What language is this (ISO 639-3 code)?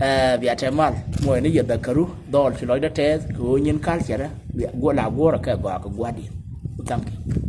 nus